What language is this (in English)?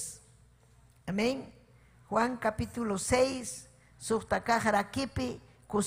Ayacucho Quechua